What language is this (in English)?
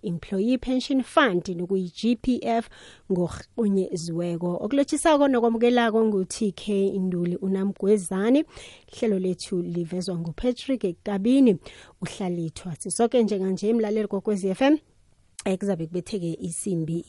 South Ndebele